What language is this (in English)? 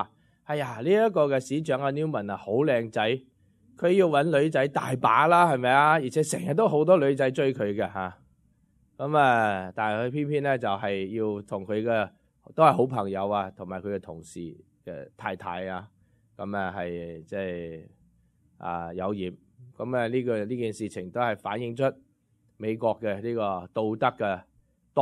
Cantonese